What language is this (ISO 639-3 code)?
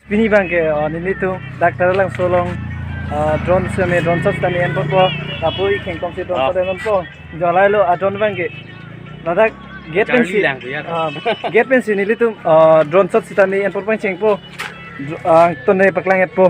mjw